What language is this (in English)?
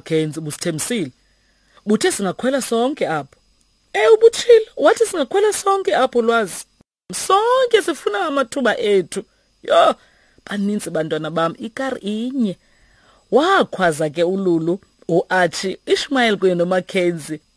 Xhosa